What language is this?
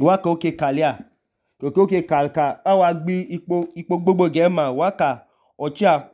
Idoma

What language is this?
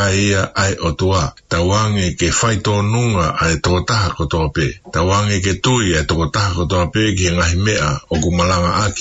Tongan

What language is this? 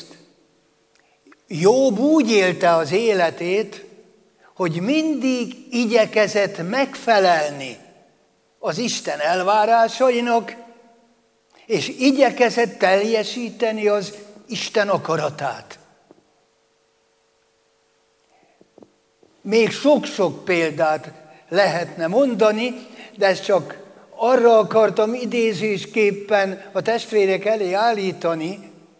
Hungarian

